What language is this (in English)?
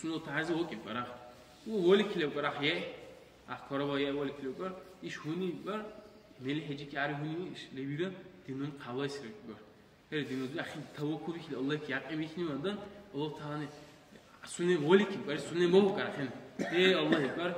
Dargwa